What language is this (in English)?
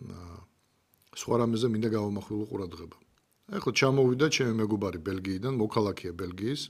Georgian